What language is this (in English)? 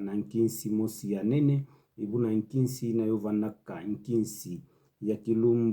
Kituba (Democratic Republic of Congo)